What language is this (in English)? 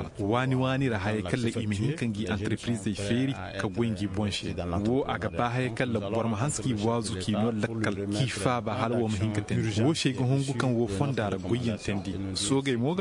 Koyraboro Senni